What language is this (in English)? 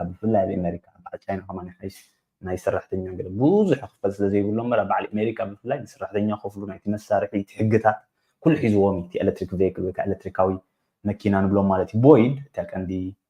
Tigrinya